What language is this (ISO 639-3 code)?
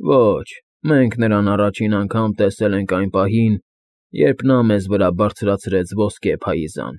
hye